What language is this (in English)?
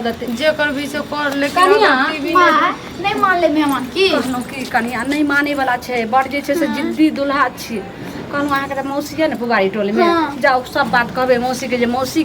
Maithili